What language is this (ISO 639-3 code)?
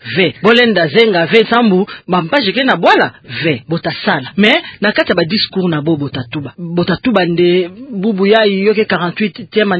ktu